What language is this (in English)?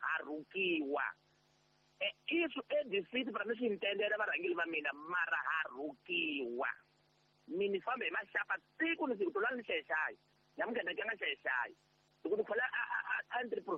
Tsonga